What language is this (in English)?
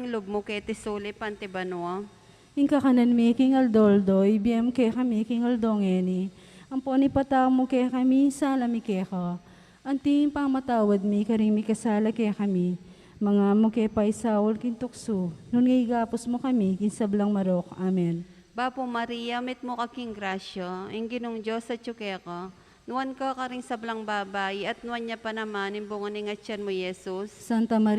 Pampanga